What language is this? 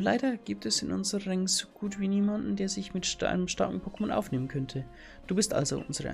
Bavarian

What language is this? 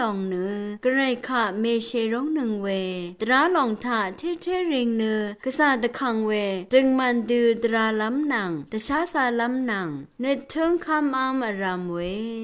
Rawang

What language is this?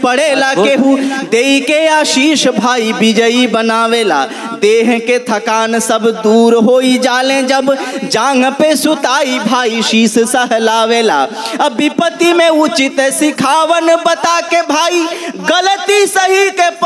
Bhojpuri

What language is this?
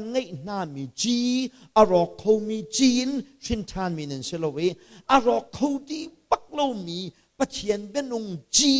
Hakha Chin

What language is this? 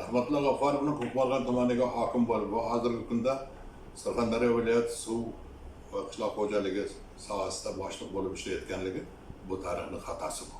Uzbek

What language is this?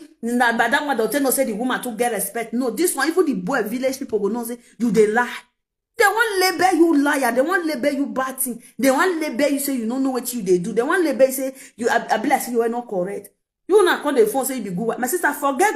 Nigerian Pidgin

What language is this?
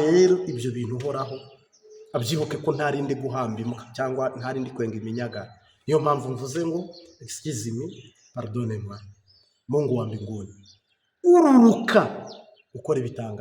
Kinyarwanda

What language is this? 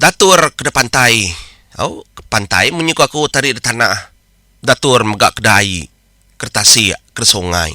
Iban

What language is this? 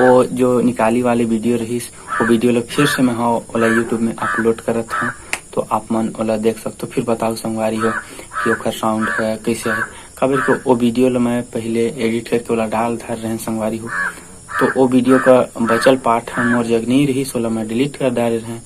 Chhattisgarhi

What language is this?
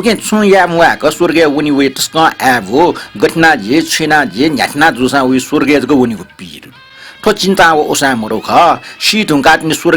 Newari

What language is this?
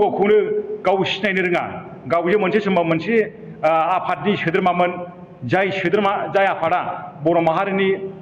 Bodo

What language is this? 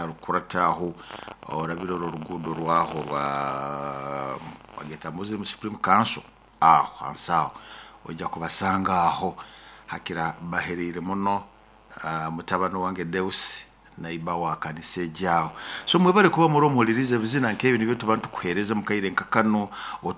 Nyoro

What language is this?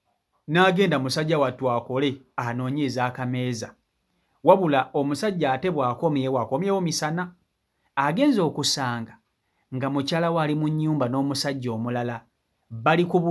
Ganda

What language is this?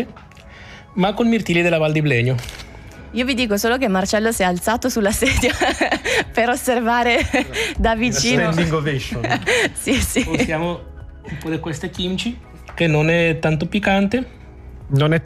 Italian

